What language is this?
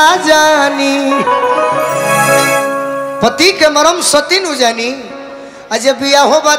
Bhojpuri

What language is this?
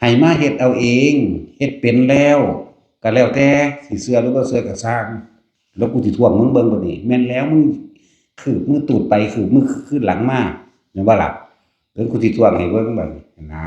Northeastern Thai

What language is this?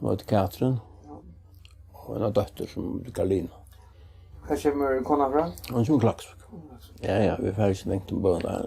Faroese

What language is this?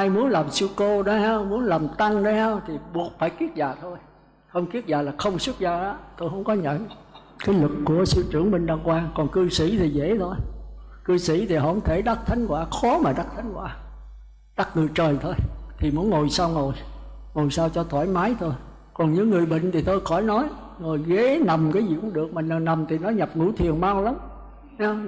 Vietnamese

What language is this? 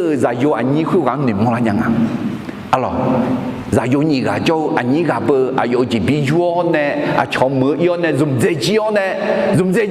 Akha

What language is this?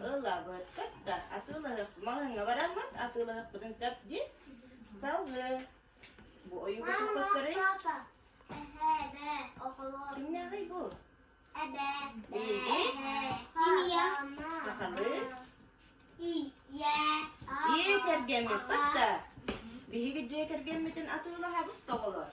Yakut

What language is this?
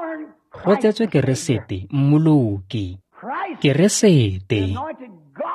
Tswana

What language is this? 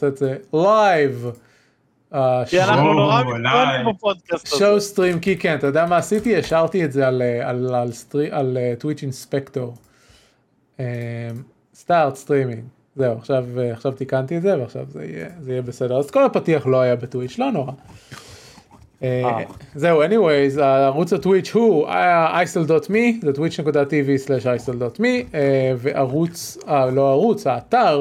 Hebrew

